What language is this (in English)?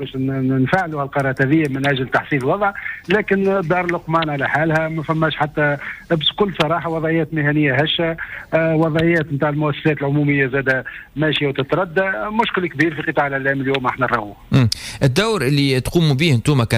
Tunisian Arabic